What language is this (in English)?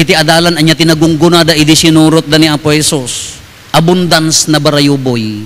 Iloko